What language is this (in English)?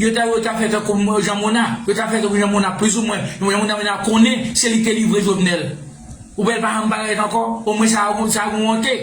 Haitian Creole